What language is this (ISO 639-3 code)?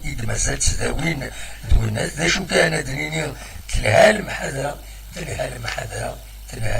kab